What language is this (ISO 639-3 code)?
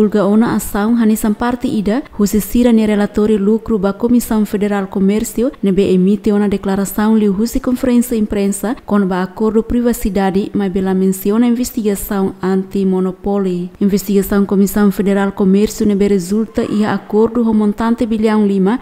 tet